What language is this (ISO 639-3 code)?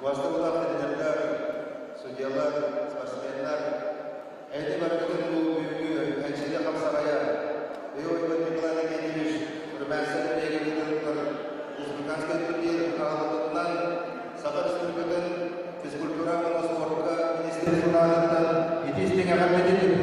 sah